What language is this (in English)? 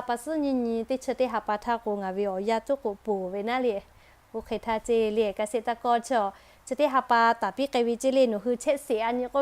Lahu